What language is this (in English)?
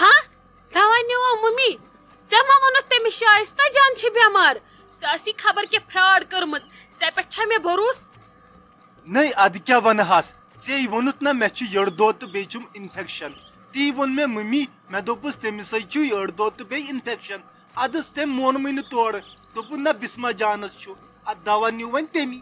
Kashmiri